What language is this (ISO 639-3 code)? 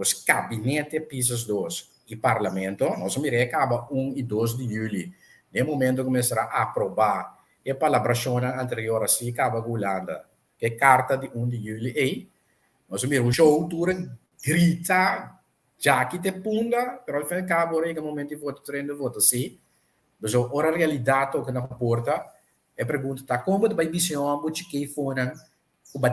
pap